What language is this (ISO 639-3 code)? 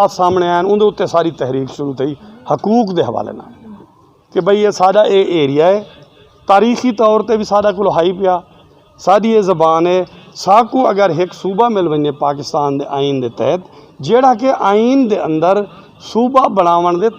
skr